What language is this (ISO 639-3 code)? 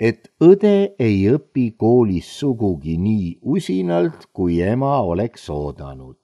est